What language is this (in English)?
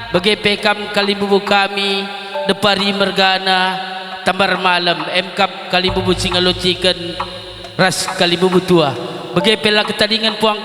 Batak Karo